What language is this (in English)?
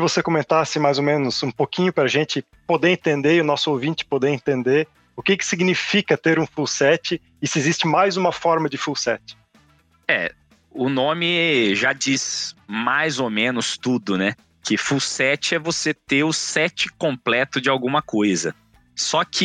Portuguese